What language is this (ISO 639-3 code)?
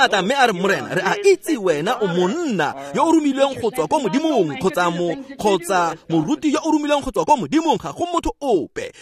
tsn